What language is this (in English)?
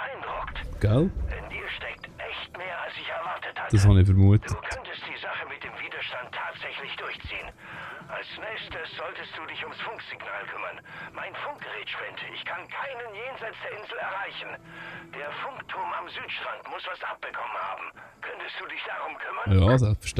Swiss German